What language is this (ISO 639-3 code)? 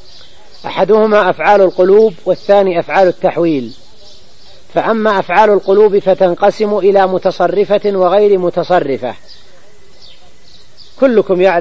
ara